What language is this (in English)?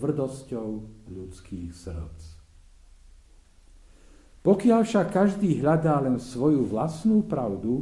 Slovak